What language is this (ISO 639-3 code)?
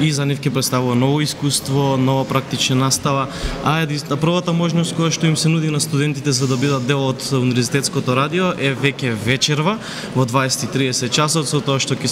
mkd